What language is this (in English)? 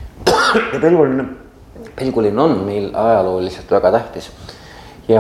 Estonian